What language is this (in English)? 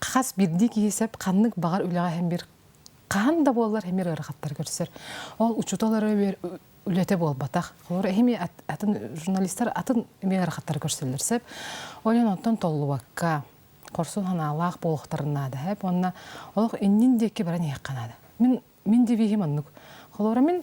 Yakut